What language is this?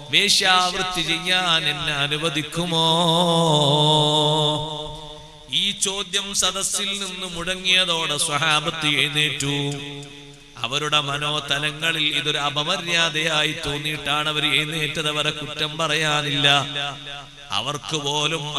Malayalam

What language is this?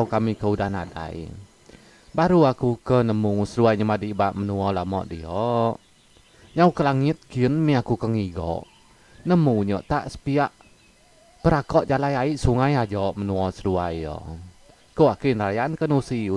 Iban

